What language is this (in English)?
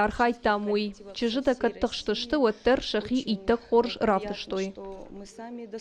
Ossetic